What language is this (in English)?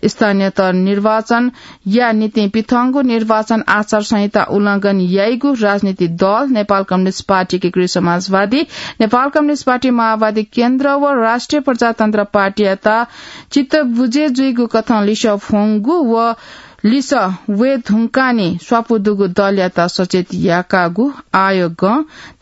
Newari